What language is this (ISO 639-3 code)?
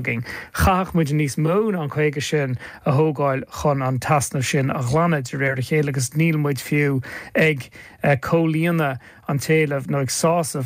gle